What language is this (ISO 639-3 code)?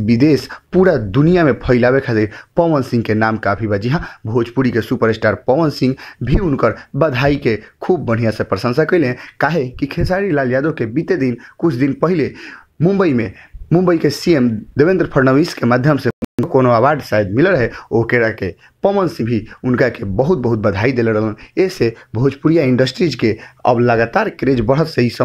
bho